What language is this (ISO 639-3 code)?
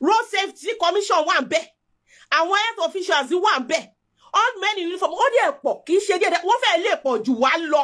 yor